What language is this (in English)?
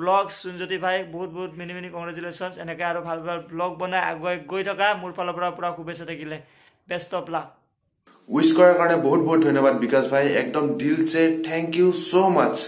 Assamese